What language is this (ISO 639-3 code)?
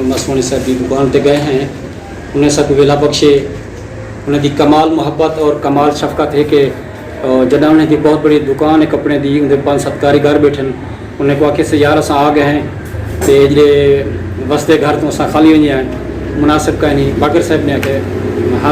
skr